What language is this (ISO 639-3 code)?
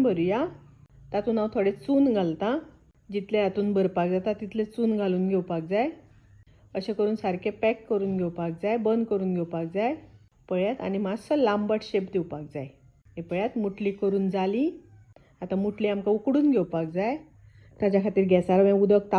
kok